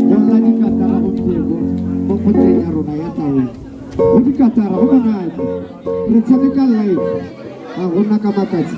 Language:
Tswana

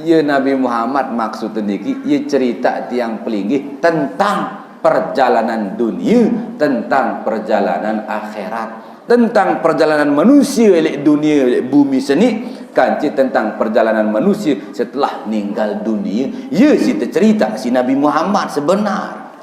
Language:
Sasak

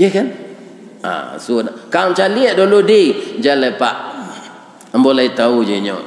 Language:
Minangkabau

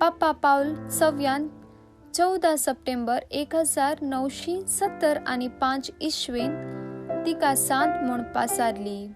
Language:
Konkani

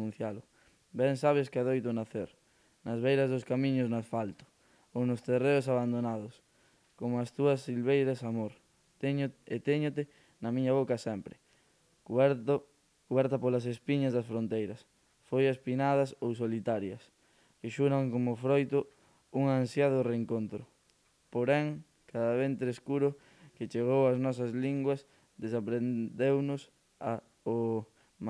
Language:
Galician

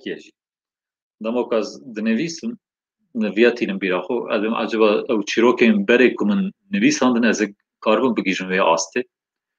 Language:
Kurdish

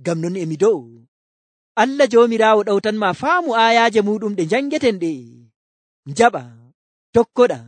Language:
Nigerian Fulfulde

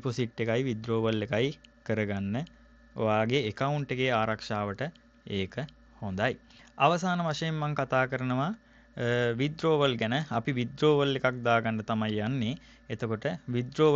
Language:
Sinhala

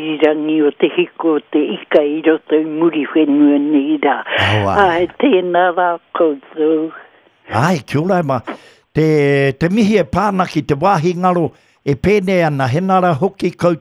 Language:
Māori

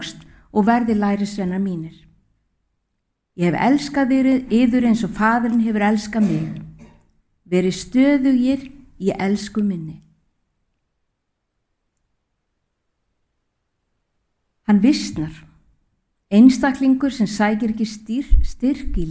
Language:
Icelandic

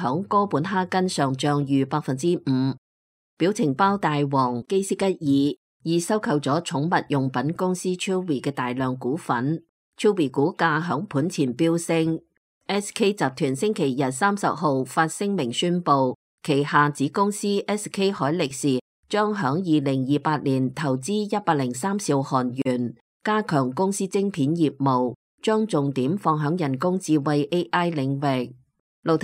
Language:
Cantonese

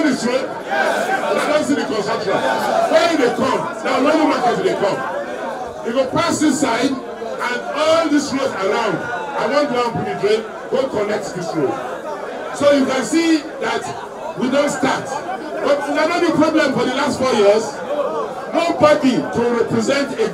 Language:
Nigerian Pidgin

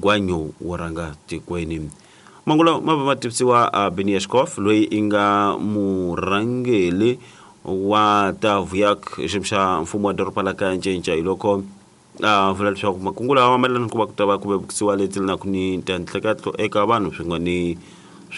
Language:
Tsonga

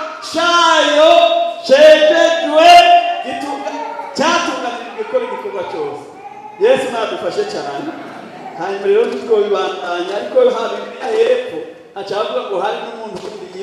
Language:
Rundi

